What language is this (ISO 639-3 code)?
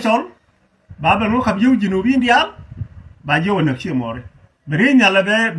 nus